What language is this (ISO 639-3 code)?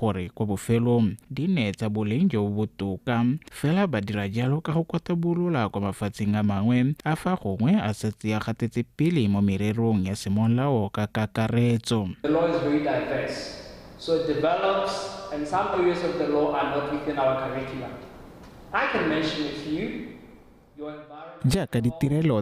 tsn